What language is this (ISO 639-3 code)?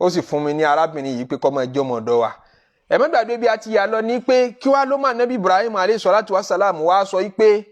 yor